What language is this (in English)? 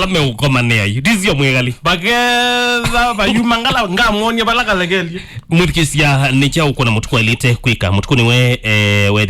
Kamba